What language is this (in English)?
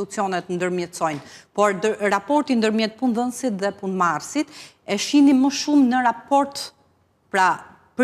Albanian